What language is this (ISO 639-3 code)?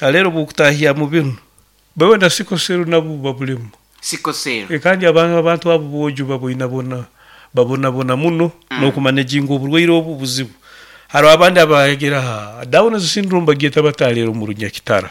nyo